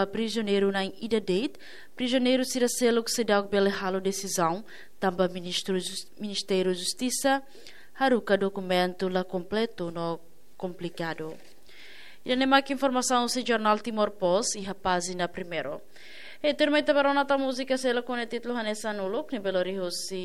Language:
Tetum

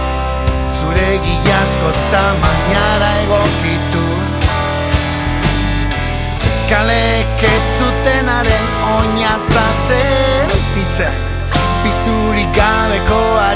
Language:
Basque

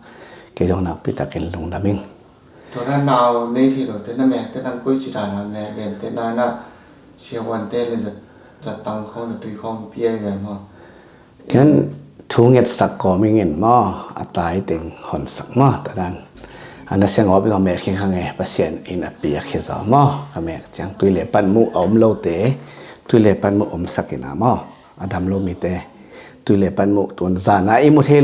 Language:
Tedim Chin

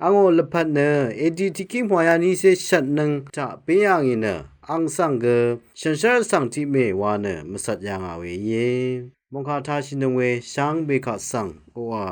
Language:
Rawang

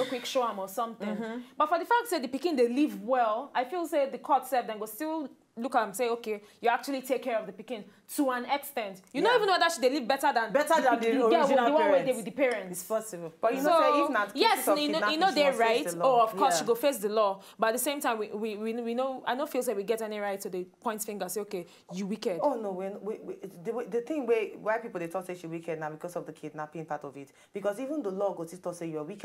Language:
Nigerian Pidgin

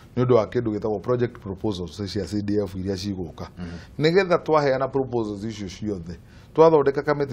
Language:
Kikuyu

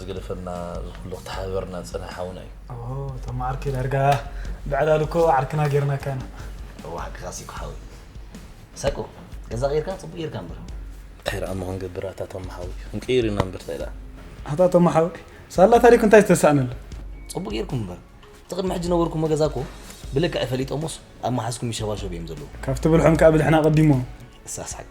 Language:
Tigrinya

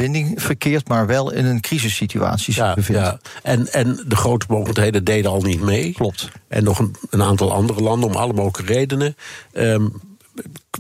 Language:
Dutch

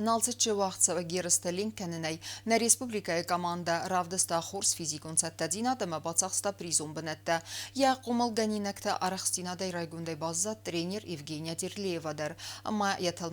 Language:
Ossetic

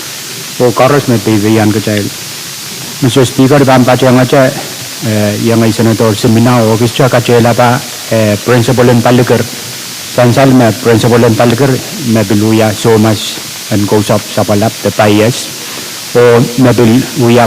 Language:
Pohnpeian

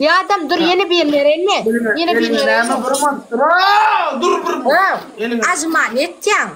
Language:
Turkmen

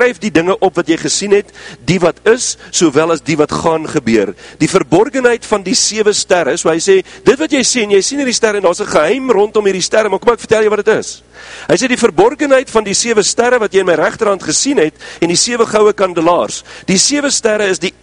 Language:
Afrikaans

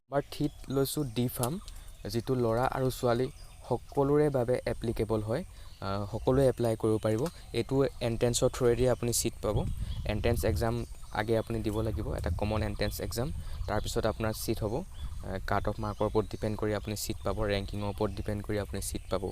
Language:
Assamese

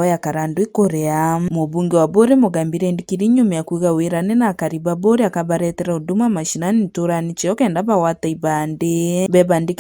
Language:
Meru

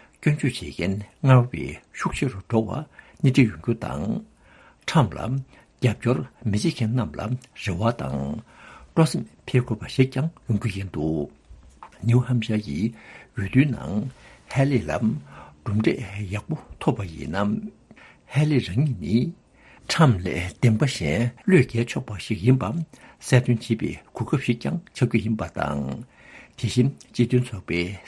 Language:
Tibetan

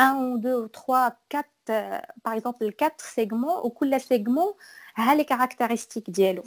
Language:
Moroccan Arabic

